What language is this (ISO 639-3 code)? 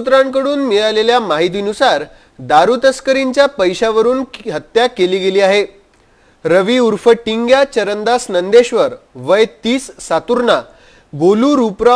mar